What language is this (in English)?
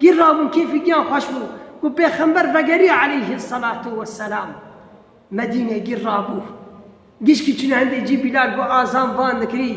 Kurdish